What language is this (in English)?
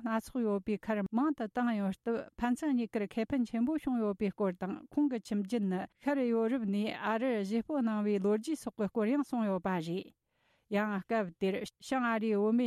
Tibetan